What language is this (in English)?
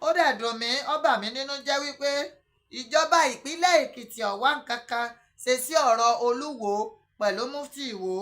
Yoruba